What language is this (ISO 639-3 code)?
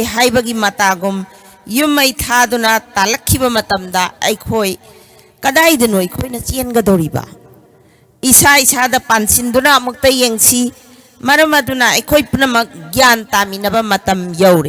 mni